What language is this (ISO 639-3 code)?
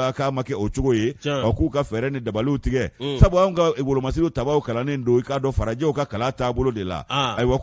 bam